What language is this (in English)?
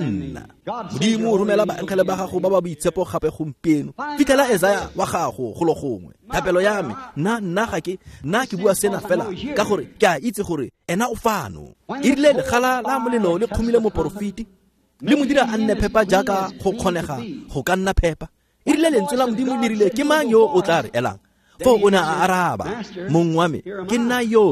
Tswana